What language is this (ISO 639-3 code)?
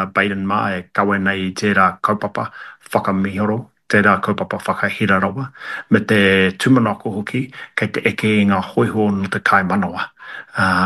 mri